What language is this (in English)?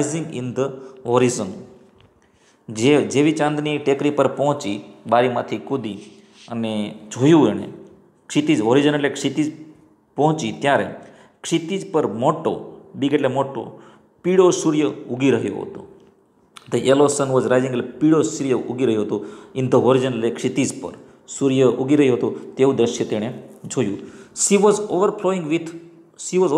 Gujarati